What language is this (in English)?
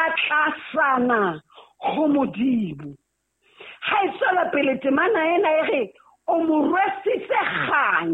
Southern Sotho